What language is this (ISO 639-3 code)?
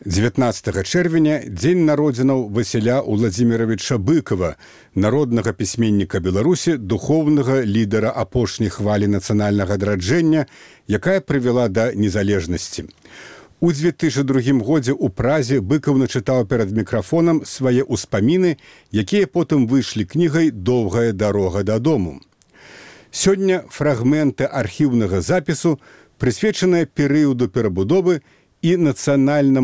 bel